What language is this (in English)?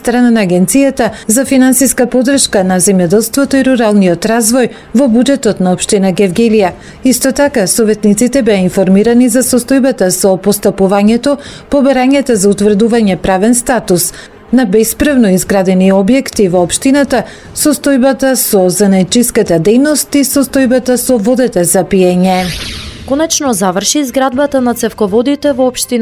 Macedonian